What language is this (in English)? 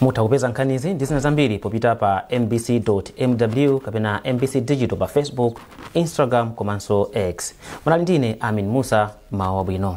Nyanja